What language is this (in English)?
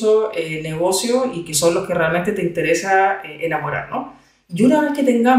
Spanish